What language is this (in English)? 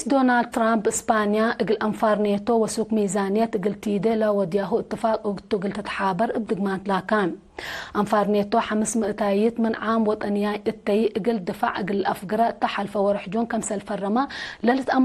Tigre